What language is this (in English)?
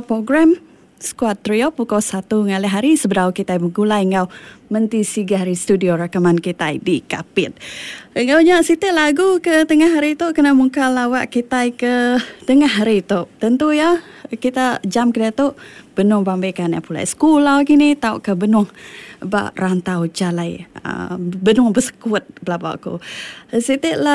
Iban